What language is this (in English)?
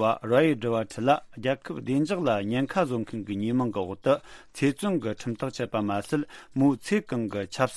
Tibetan